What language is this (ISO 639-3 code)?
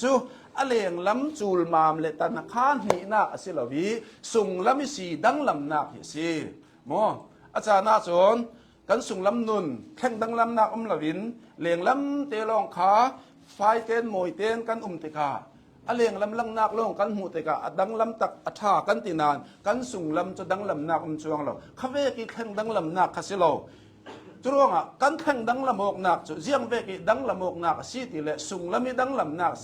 cnh